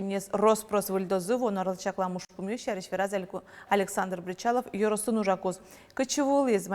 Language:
Udmurt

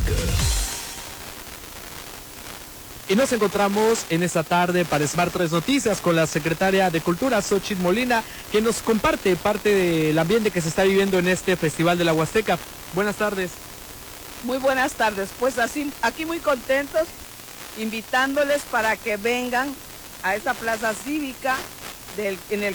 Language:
Spanish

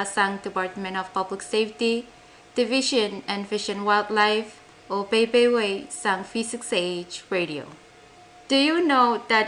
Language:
Pohnpeian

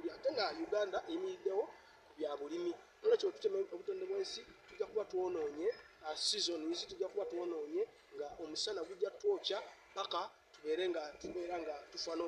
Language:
Ganda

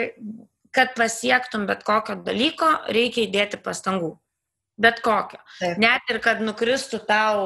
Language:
Lithuanian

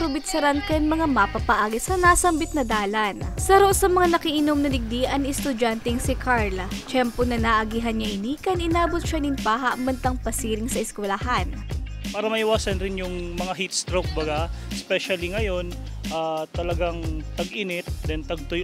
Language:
Bikol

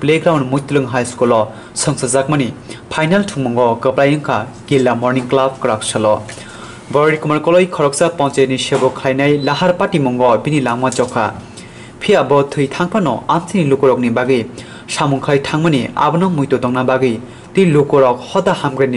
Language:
Kok Borok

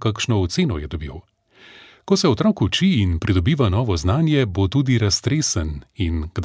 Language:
Slovenian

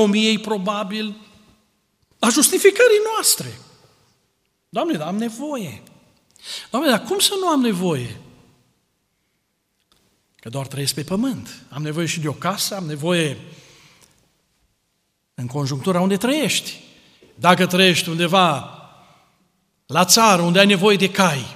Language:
Romanian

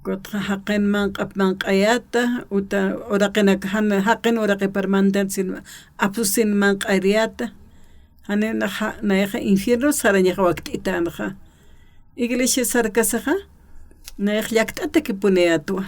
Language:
Aymara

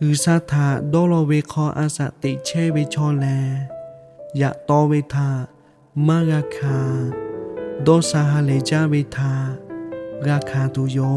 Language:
Lahu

